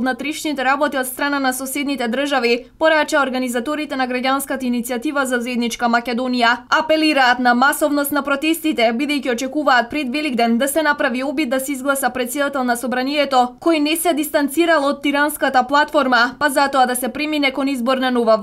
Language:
Macedonian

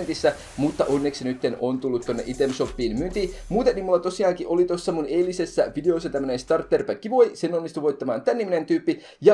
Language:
Finnish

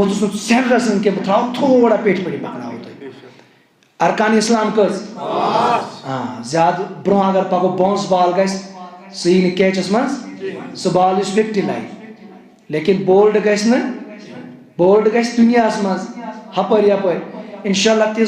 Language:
Kashmiri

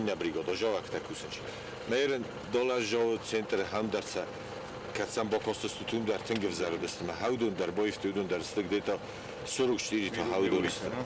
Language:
Ossetic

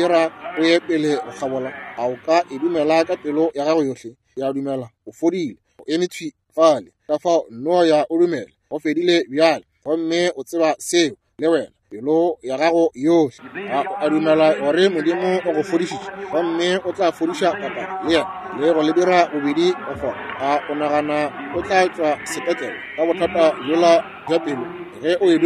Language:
Northern Sotho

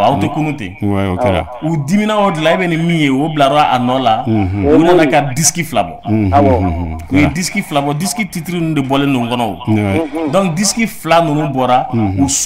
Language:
Bambara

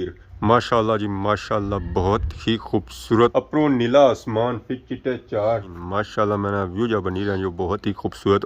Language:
Pahari-Potwari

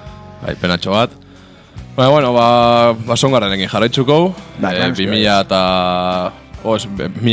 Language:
Basque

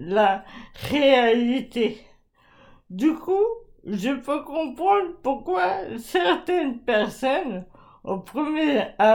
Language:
French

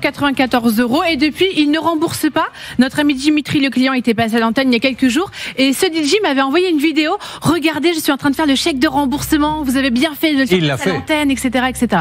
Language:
French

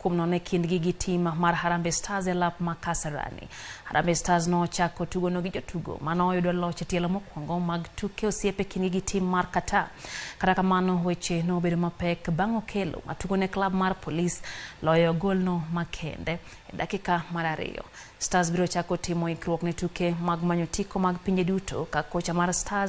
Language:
Luo (Kenya and Tanzania)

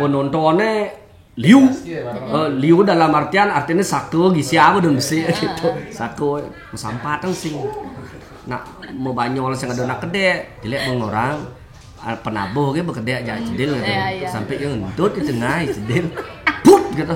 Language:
Balinese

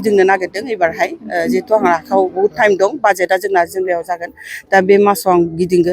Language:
Bodo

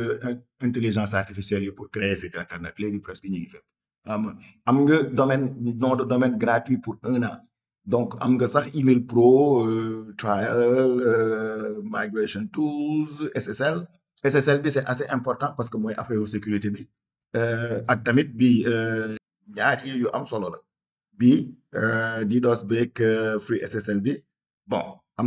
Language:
Wolof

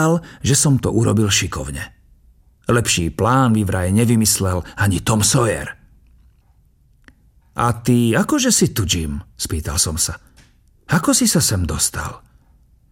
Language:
Slovak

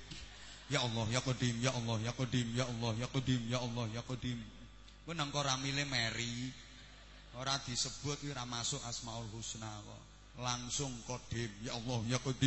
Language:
Javanese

